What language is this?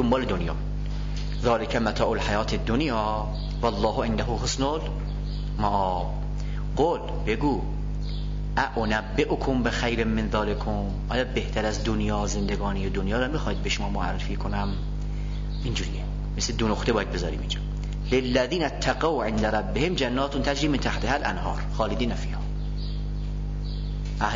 Persian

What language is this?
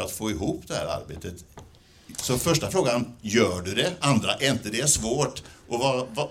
Swedish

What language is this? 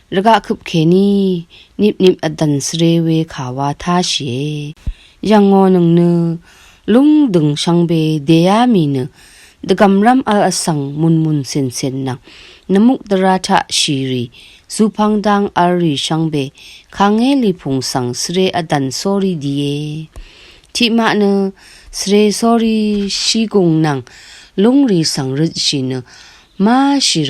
Rawang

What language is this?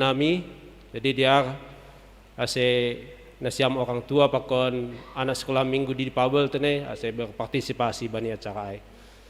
Batak Simalungun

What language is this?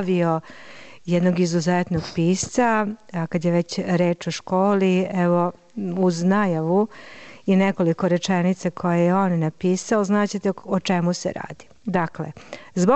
Serbian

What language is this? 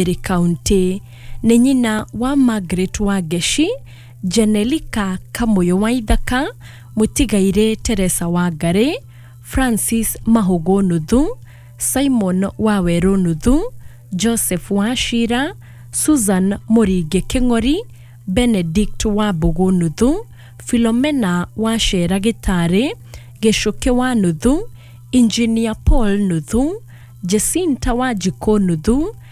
Kikuyu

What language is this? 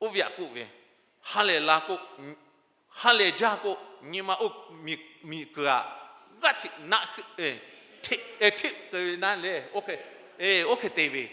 Lahu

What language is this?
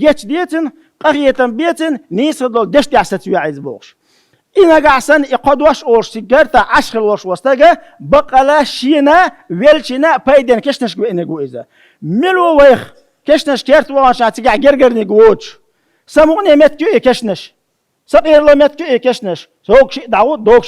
Chechen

